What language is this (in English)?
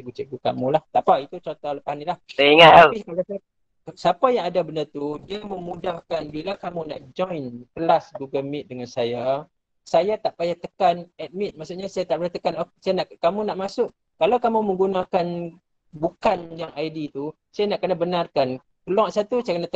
Malay